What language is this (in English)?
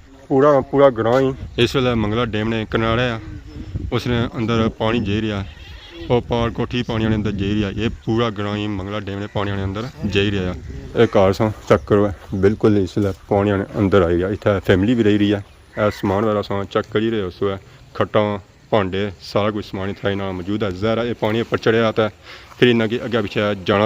Pahari-Potwari